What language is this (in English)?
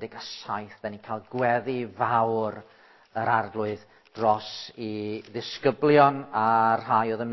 Welsh